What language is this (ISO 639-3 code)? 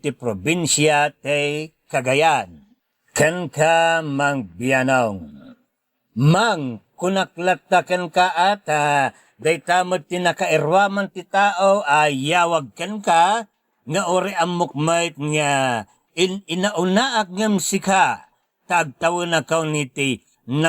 ilo